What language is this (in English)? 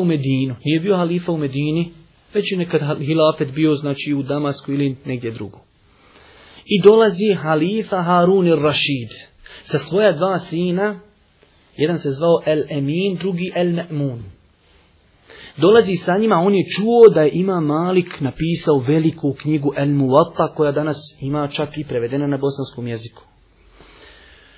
Bosnian